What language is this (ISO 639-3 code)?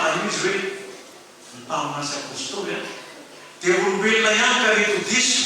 mlg